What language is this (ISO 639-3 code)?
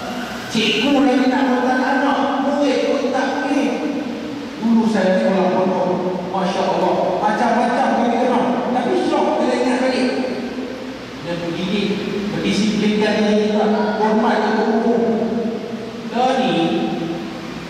msa